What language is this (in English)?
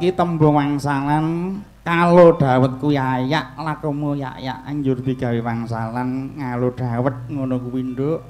Javanese